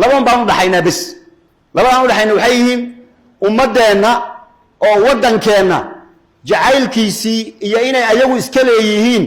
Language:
Somali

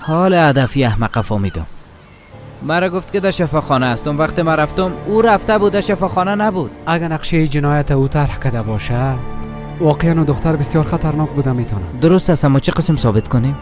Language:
Persian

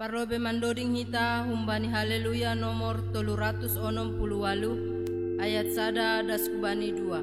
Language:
Batak Simalungun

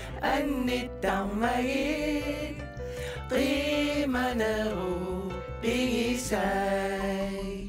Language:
Kalaallisut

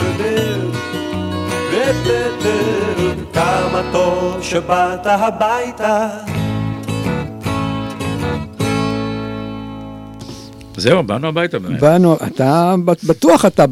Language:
Hebrew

